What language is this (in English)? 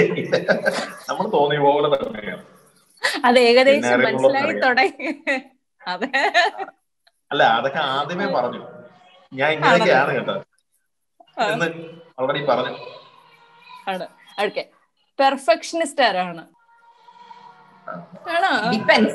Malayalam